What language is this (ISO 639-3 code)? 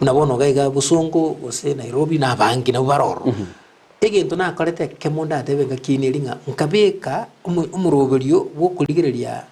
guz